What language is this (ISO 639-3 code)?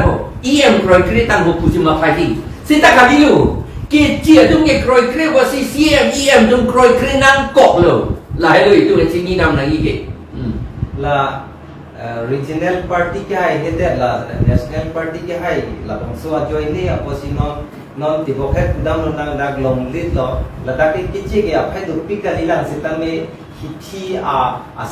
mjw